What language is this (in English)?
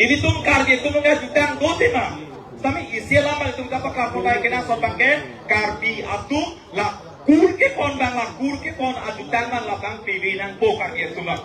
Karbi